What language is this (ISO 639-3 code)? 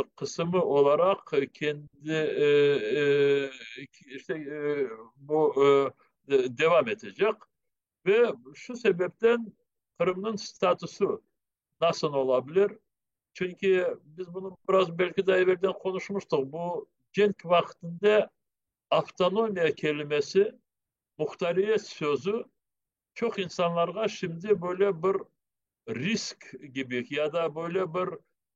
crh